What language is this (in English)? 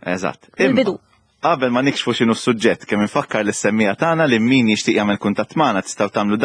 Maltese